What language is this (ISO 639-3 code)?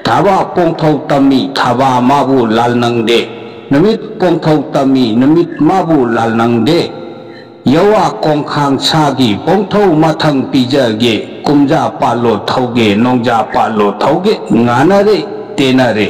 mni